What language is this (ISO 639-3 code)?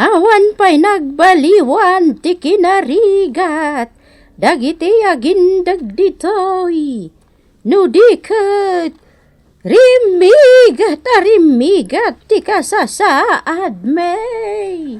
ilo